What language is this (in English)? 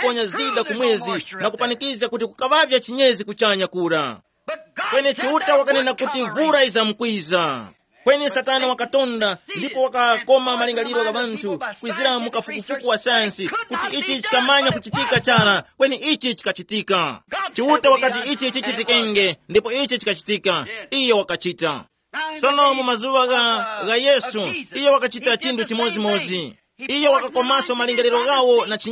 Tumbuka